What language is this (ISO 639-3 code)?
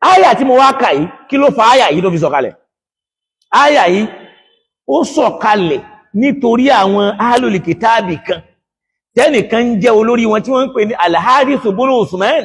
yor